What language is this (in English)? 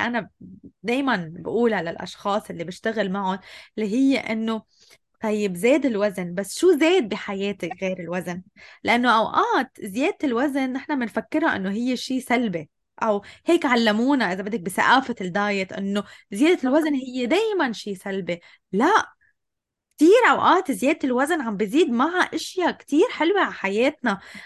North Levantine Arabic